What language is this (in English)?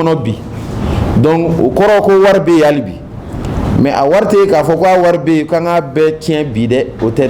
Bambara